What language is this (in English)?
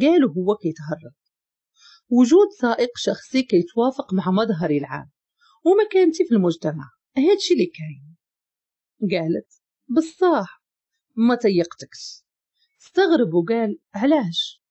Moroccan Arabic